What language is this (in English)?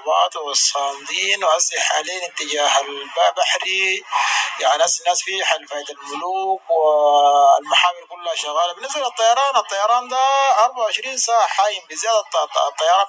Sudanese Arabic